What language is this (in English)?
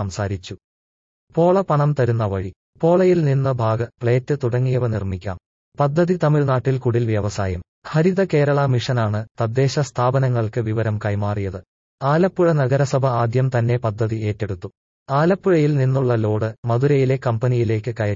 Malayalam